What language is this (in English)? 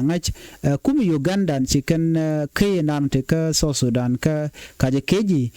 Nuer